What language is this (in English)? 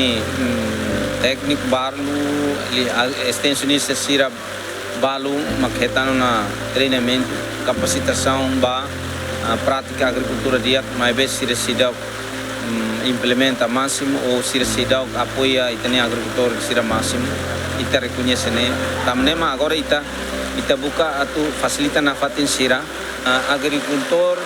Tetum